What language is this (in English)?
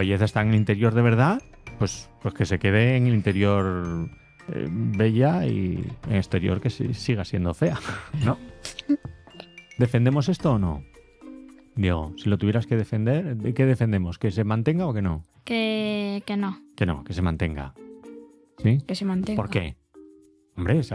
Spanish